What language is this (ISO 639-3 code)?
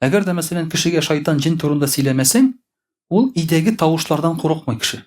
tat